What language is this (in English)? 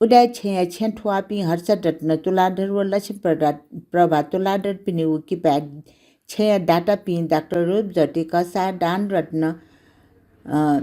Newari